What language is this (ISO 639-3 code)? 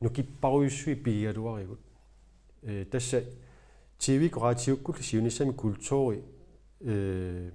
kal